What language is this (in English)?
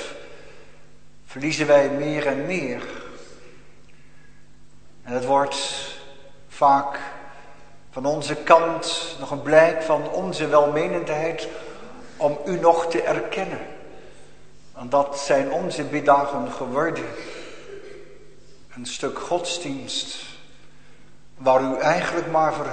Dutch